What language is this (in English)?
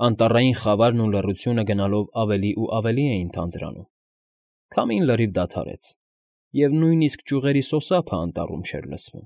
Armenian